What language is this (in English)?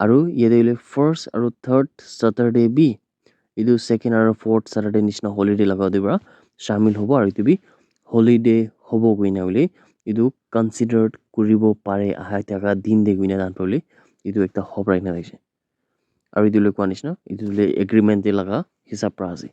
Naga Pidgin